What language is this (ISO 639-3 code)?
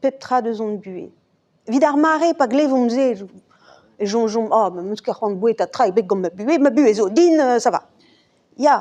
bre